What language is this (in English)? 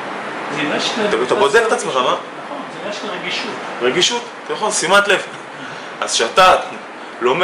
Hebrew